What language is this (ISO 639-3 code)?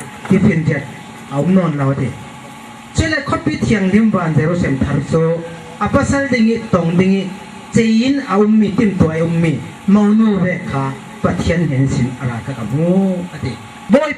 cfm